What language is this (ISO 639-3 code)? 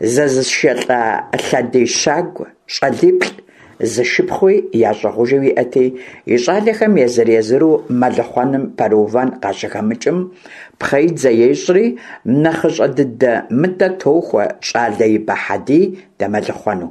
kbd